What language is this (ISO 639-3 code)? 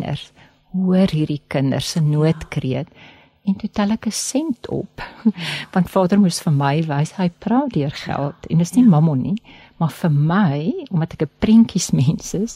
afr